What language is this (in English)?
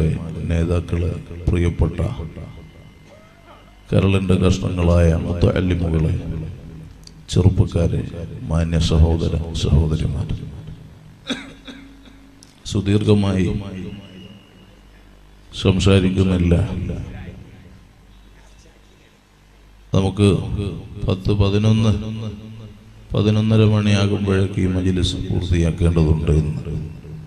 Malayalam